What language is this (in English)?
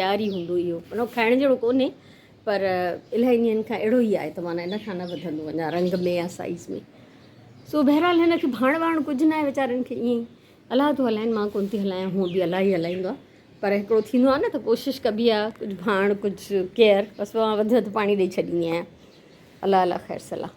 Sindhi